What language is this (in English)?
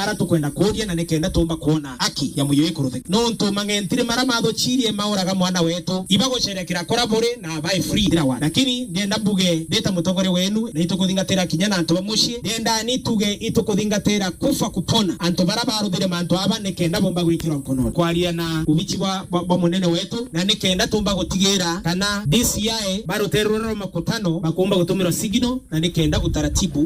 Meru